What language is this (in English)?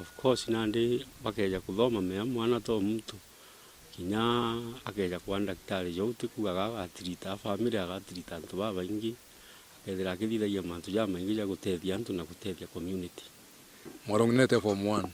Meru